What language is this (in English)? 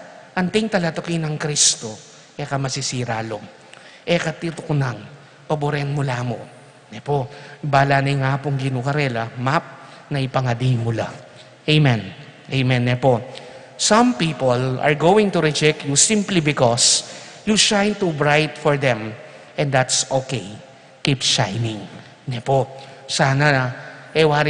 Pampanga